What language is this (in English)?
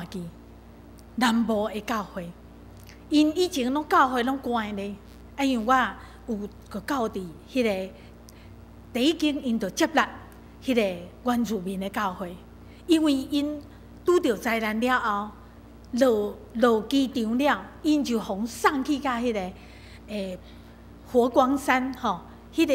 Min Nan Chinese